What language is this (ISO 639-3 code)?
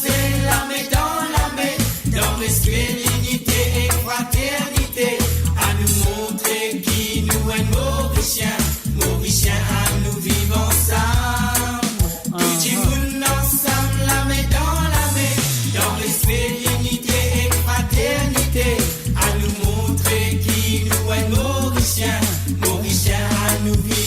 mfe